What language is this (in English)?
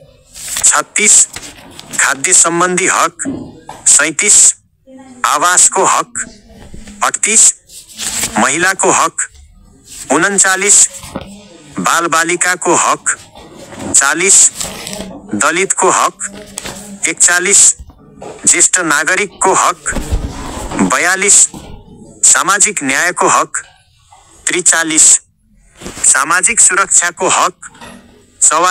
Nepali